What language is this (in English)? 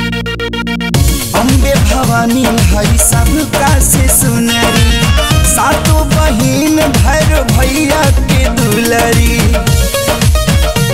Bhojpuri